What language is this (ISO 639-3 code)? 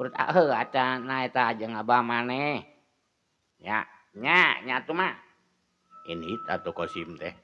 sun